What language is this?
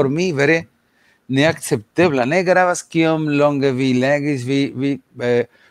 Esperanto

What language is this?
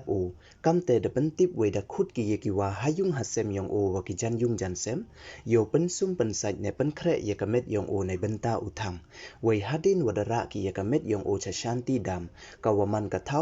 Pnar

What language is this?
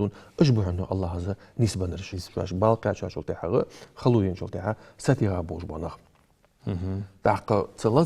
Ingush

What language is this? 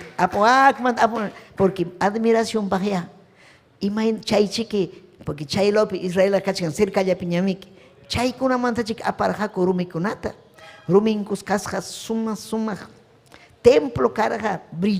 Ayacucho Quechua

